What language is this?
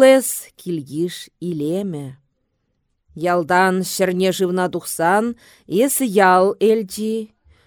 Chuvash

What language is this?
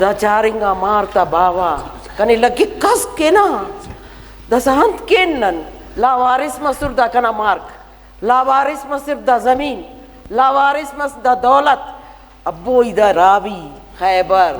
Brahui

